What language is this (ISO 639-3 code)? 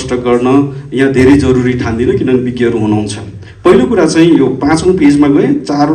nep